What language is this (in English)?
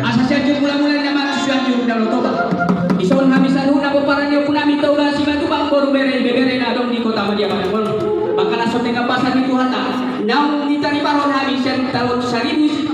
Batak Toba